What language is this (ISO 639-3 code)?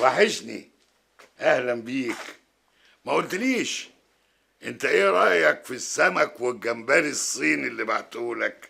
arz